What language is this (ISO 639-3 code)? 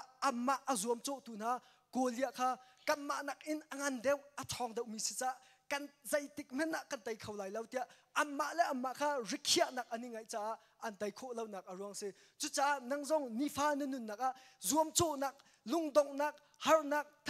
cnh